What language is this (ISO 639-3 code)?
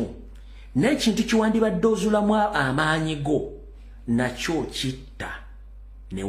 lug